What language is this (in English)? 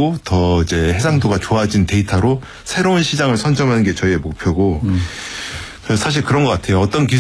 Korean